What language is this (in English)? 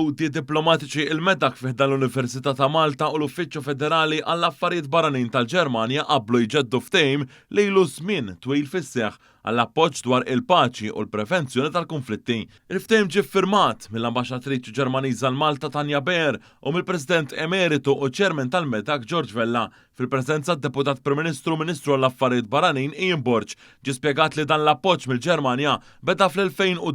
Maltese